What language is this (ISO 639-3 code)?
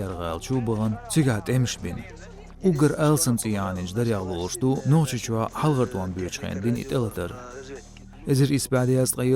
che